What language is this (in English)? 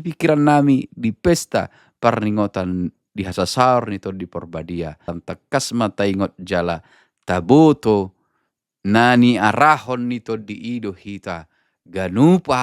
Batak Toba